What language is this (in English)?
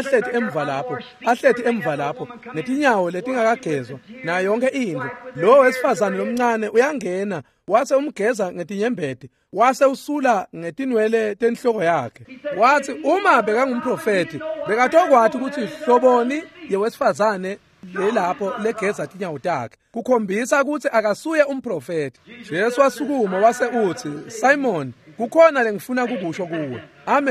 Swati